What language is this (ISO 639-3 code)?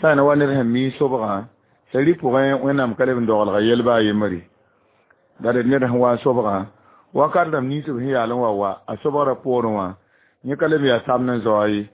mos